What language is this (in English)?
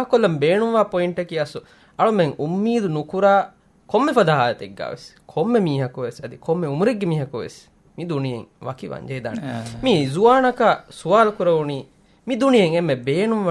Divehi